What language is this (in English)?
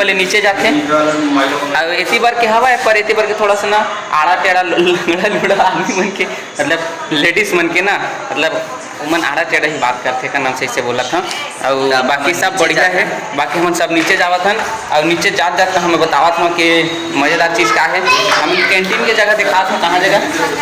Chhattisgarhi